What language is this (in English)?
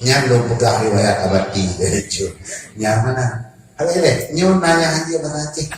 Achinese